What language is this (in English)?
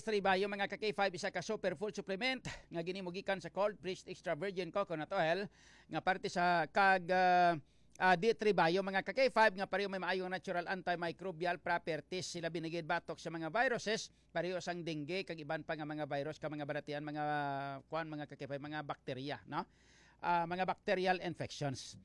Hiligaynon